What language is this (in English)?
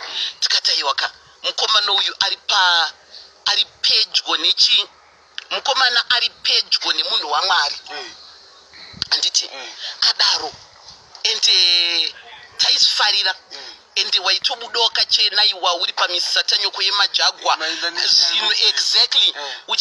Shona